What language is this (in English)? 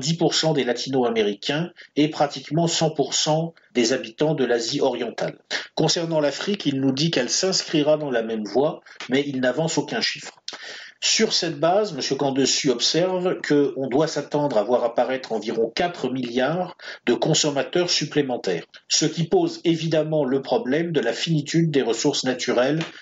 French